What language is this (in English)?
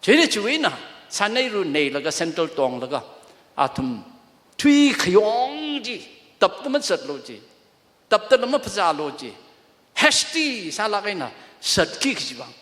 Tangkhul Naga (India)